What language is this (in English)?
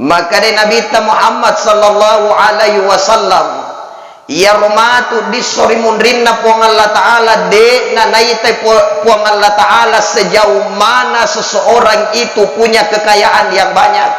Buginese